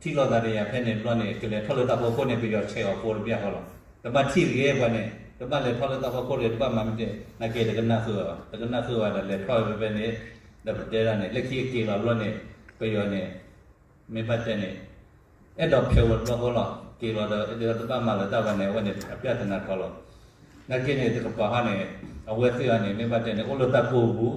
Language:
S'gaw Karen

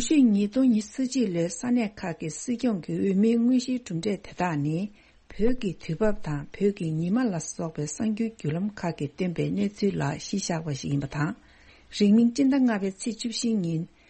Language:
Tibetan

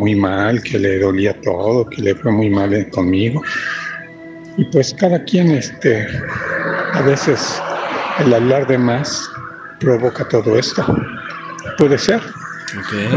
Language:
Spanish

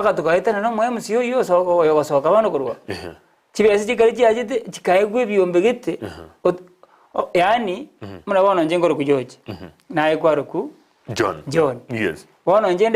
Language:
Gusii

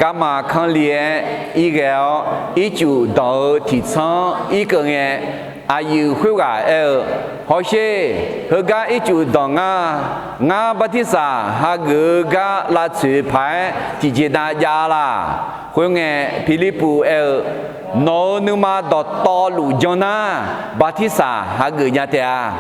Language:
Akha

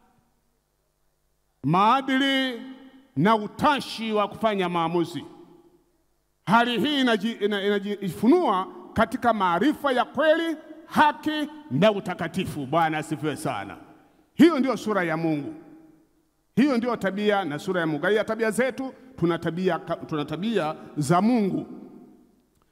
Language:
Swahili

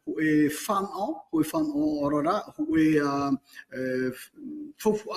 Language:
Tahitian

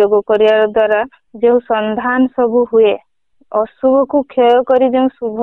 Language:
Odia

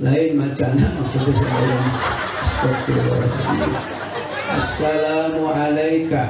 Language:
Sundanese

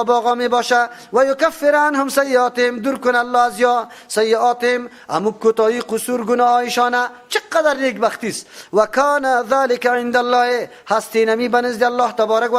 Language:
Persian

